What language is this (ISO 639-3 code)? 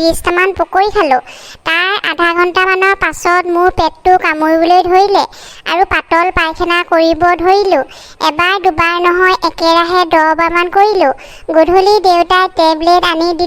asm